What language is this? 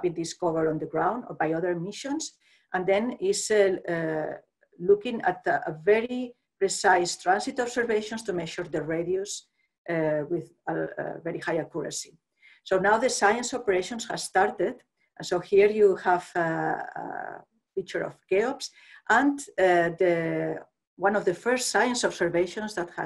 English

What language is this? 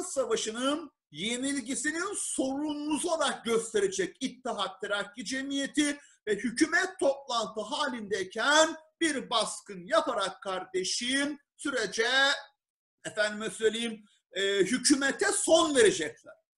Turkish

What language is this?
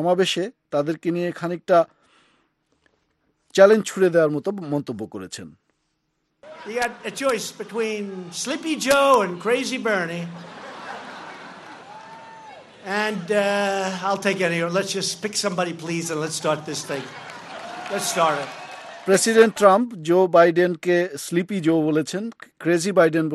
Bangla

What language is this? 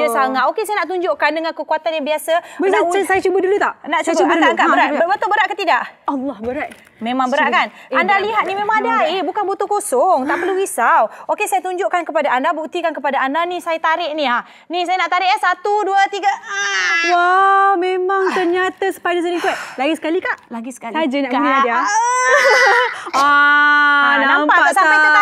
Malay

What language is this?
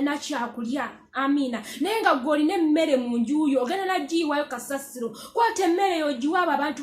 Ganda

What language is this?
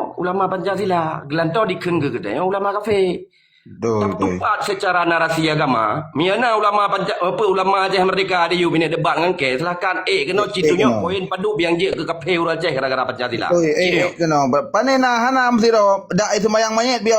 Achinese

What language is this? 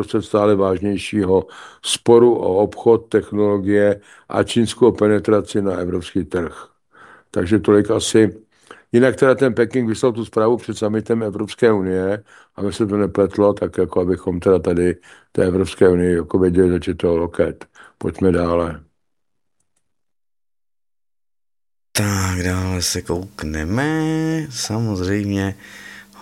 Czech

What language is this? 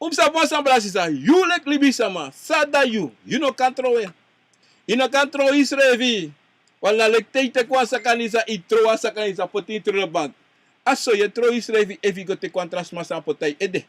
Sranan Tongo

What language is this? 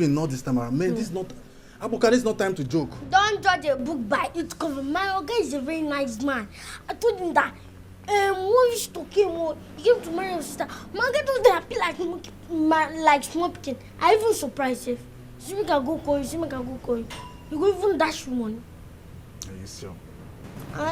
Nigerian Pidgin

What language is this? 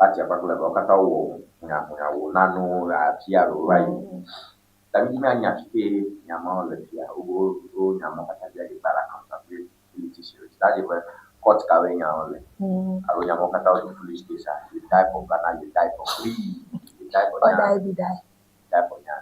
Ewe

